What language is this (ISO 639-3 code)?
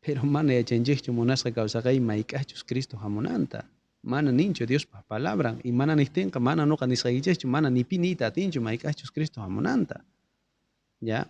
quh